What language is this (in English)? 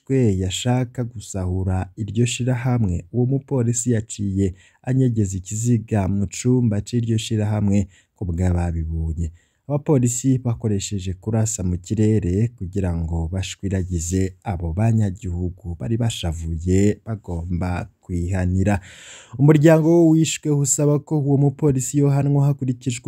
Rundi